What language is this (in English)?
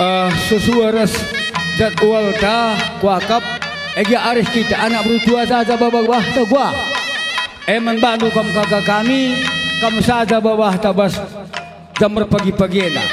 Batak Karo